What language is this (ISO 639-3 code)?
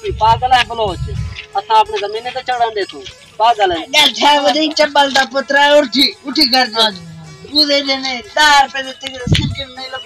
skr